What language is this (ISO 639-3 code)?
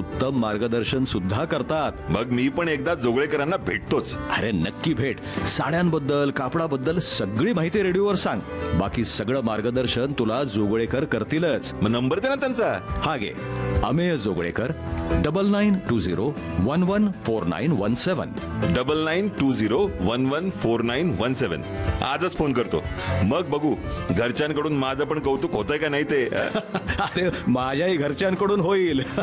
mar